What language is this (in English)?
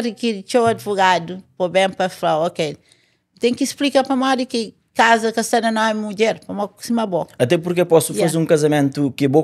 Kabuverdianu